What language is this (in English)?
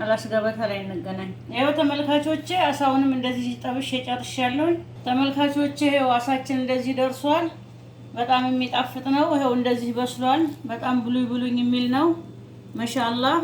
Amharic